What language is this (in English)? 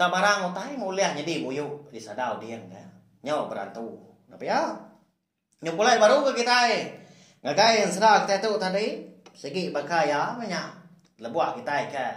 Iban